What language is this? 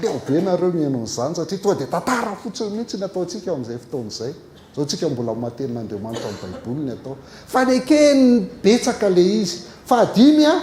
Malagasy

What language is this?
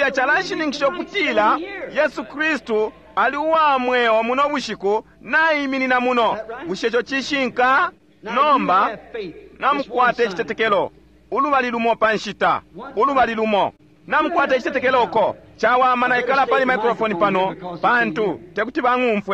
Bemba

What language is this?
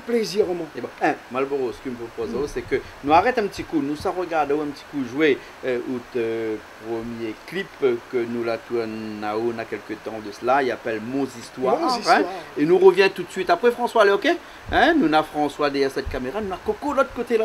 Réunion Creole French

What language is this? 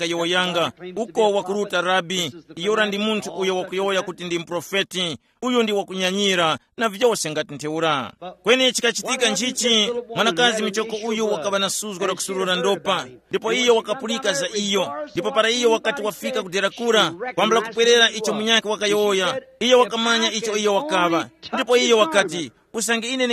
Tumbuka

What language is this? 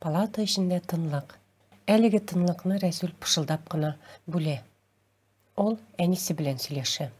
Tatar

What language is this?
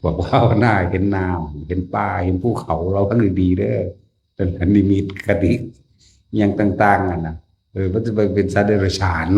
Northeastern Thai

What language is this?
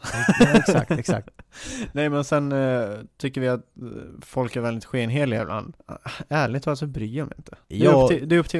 Swedish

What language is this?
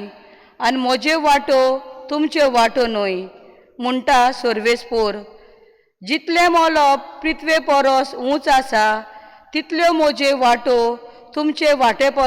Konkani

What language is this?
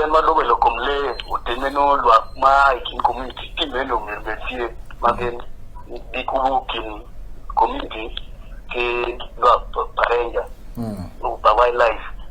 Acoli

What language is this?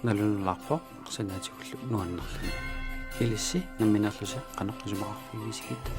Kalaallisut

